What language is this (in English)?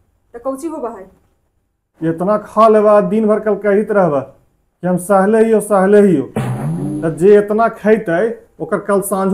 Magahi